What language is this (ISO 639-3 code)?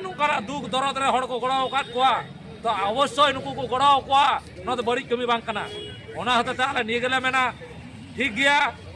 sat